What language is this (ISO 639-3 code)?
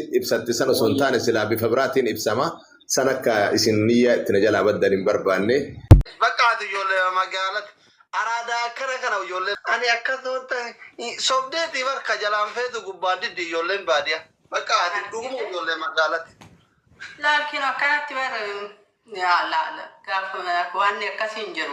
orm